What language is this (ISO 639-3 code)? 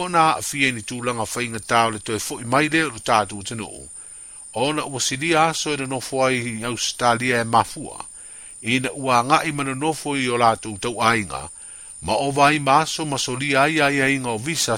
smo